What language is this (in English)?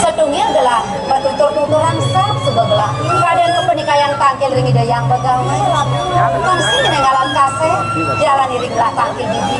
Balinese